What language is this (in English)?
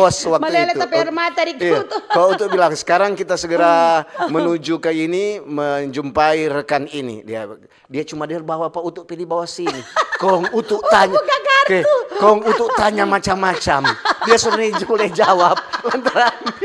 Manado Malay